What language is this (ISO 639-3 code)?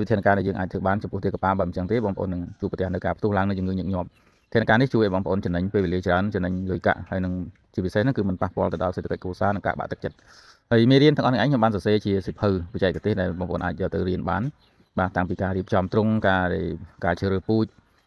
khm